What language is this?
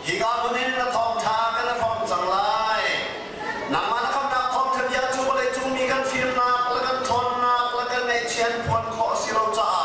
Hakha Chin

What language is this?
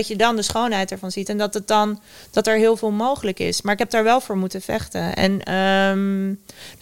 Dutch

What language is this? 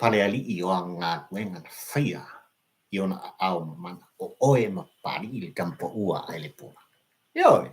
Samoan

